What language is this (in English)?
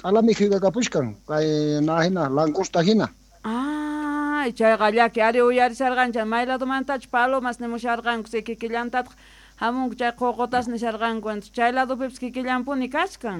South Bolivian Quechua